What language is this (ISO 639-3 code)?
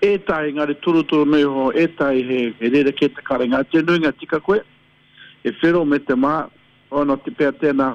mri